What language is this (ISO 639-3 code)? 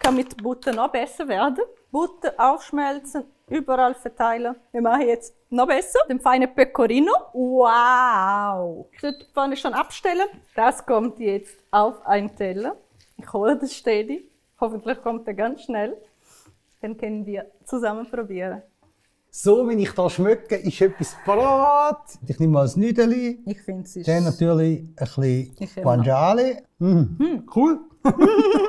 gsw